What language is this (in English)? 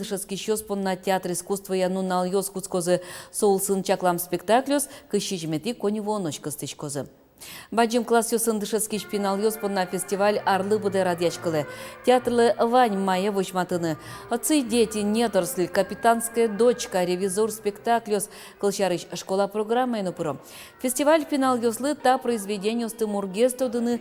Udmurt